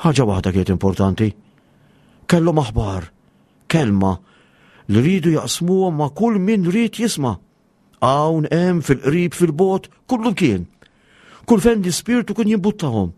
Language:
Maltese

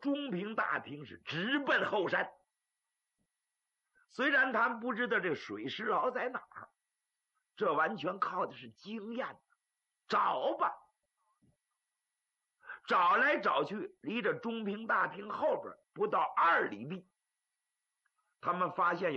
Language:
Chinese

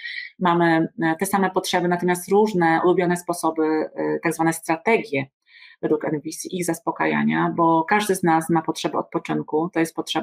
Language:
Polish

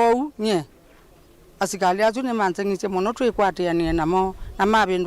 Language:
Kamba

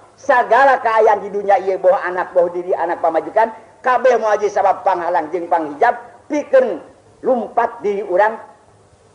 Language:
Sundanese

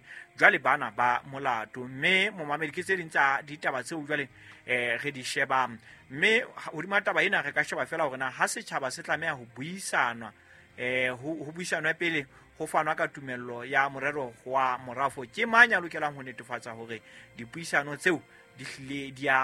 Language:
Southern Sotho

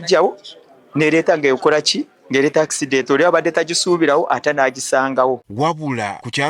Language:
Ganda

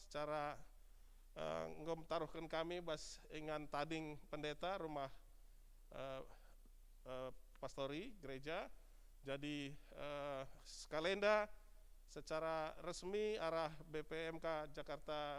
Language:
Batak Karo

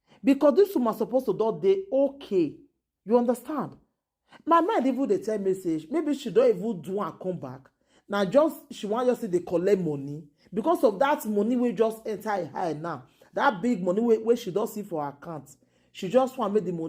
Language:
Nigerian Pidgin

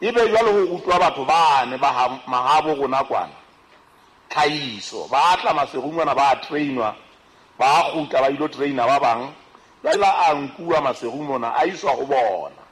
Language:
Southern Sotho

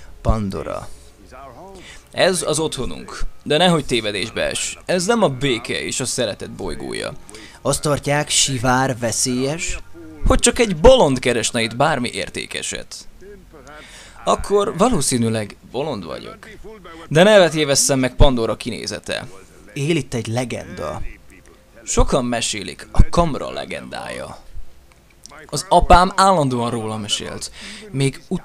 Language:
Hungarian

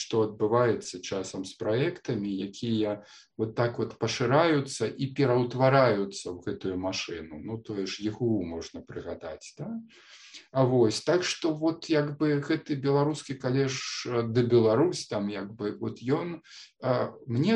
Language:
Belarusian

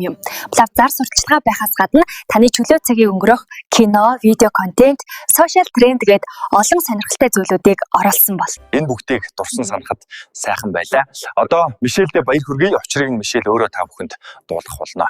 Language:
Mongolian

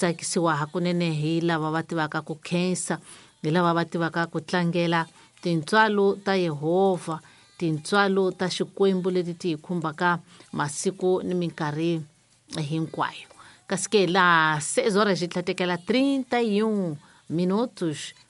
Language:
Tsonga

